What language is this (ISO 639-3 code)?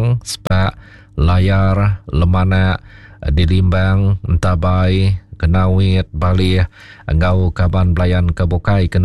iba